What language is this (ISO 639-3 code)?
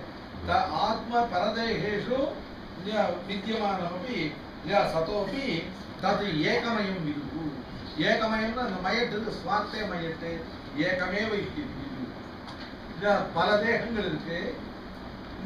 tam